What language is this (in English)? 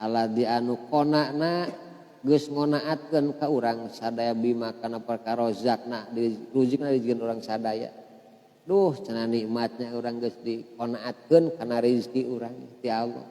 Sundanese